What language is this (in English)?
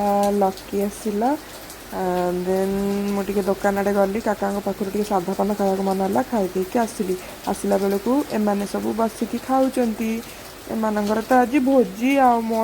Odia